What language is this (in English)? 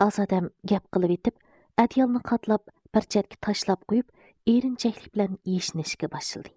Uyghur